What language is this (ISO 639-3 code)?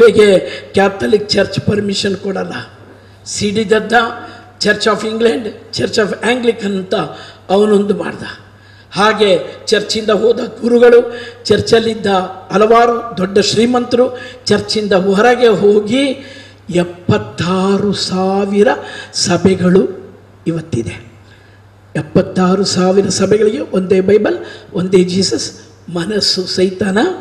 kan